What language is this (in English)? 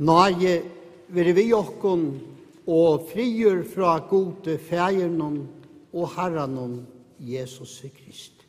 Faroese